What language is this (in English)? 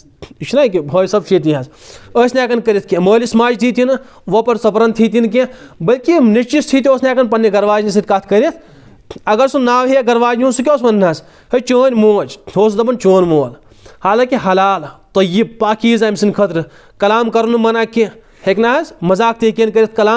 Kashmiri